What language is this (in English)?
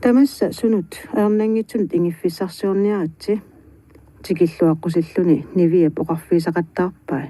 Kalaallisut